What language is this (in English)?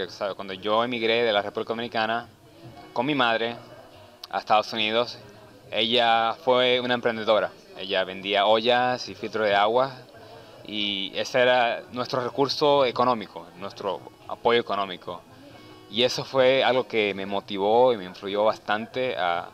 Spanish